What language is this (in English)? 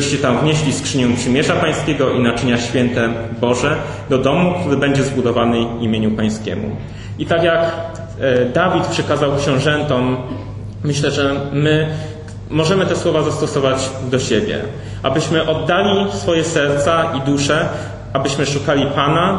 Polish